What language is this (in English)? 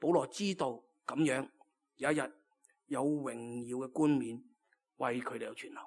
Cantonese